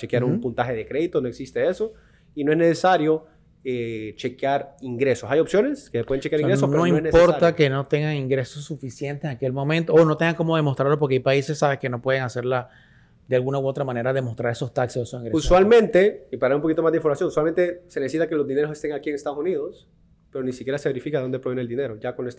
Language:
Spanish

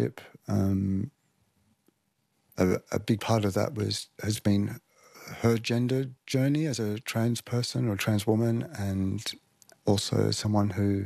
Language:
English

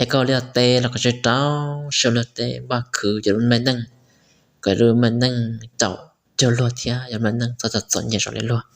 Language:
Hmong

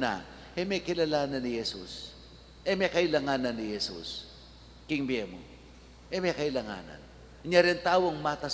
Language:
Pampanga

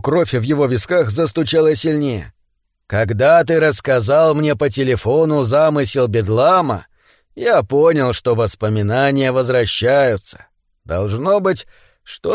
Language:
Russian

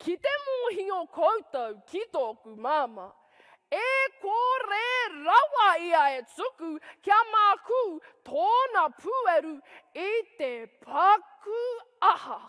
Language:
Māori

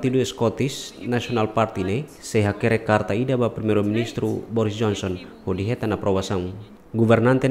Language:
Tetum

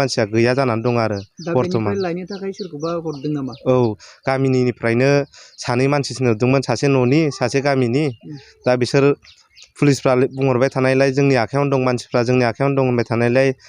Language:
Bodo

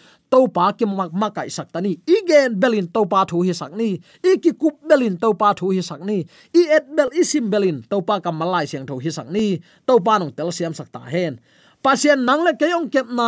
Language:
Tedim Chin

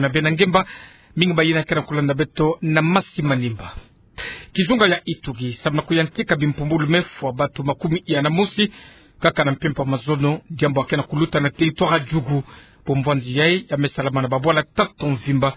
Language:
Kituba (Democratic Republic of Congo)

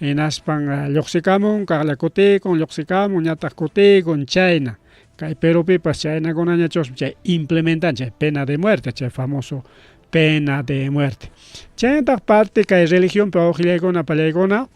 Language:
Ayacucho Quechua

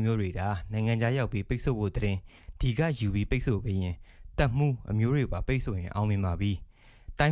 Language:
Burmese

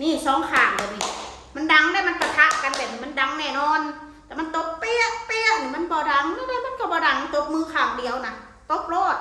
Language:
Northeastern Thai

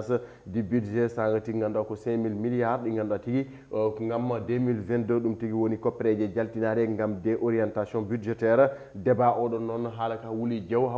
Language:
Fula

